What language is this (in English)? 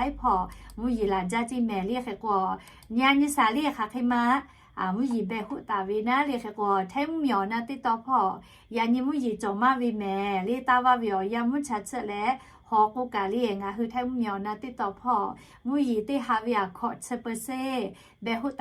Lahu